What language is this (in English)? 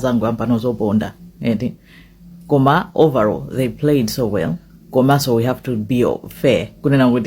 Nyanja